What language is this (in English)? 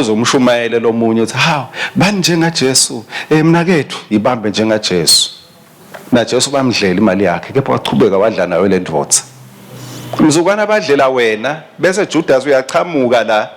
Swati